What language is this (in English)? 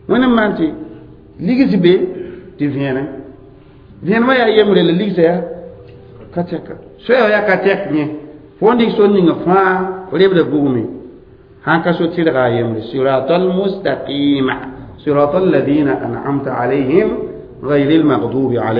Mossi